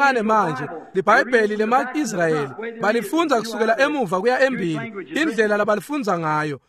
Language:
Swati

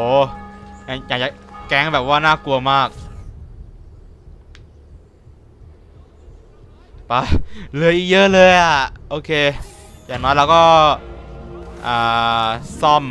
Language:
Thai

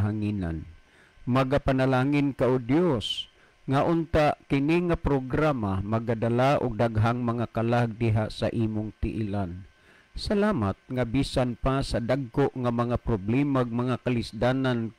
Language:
Cebuano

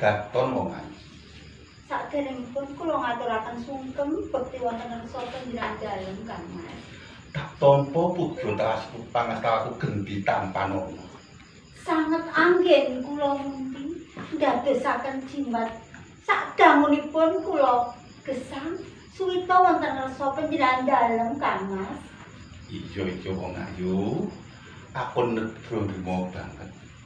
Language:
Javanese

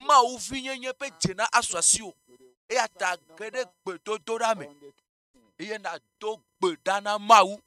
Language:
Ewe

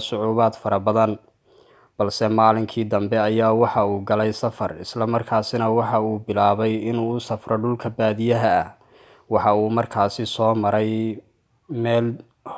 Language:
Somali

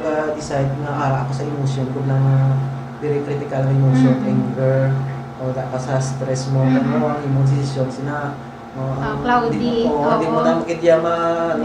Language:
Hiligaynon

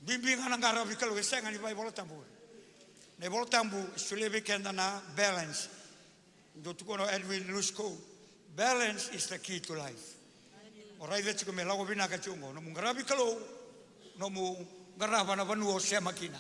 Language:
Fijian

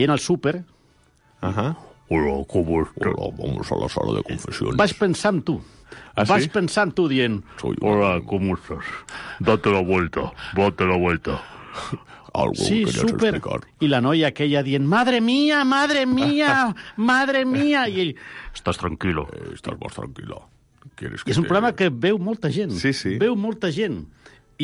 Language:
Catalan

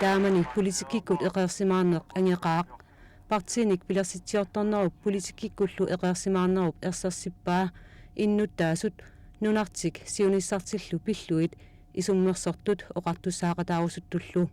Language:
Kalaallisut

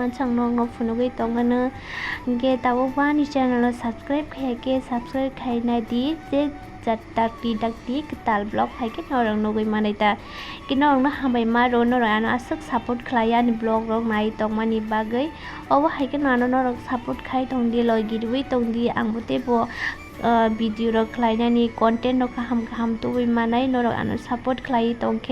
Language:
Kok Borok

